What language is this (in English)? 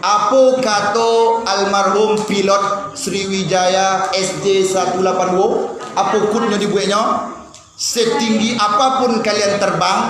Minangkabau